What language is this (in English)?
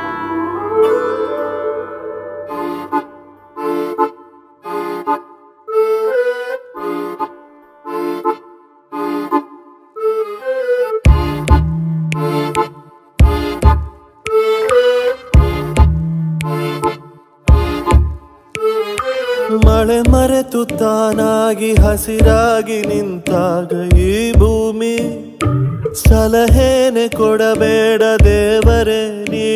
Kannada